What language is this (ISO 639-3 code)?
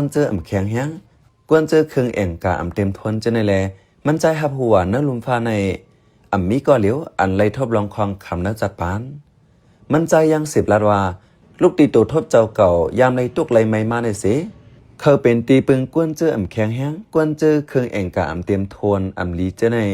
shn